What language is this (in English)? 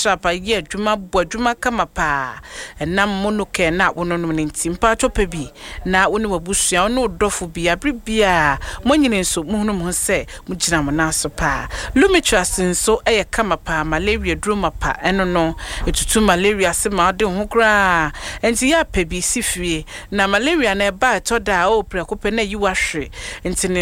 Akan